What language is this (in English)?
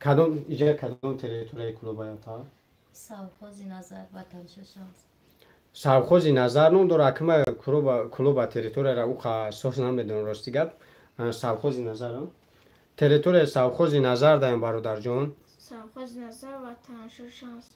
Tajik